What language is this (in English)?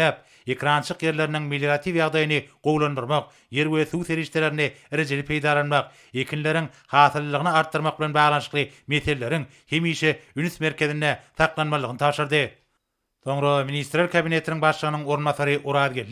Turkmen